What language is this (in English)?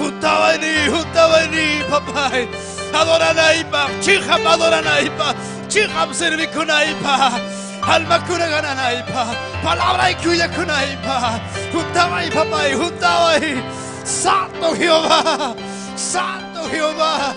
Ayacucho Quechua